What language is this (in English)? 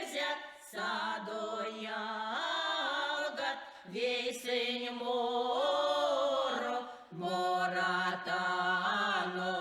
Erzya